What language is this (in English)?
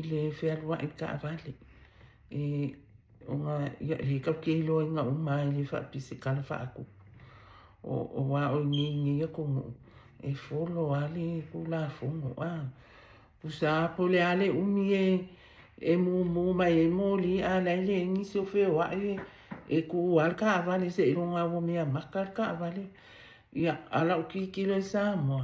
Samoan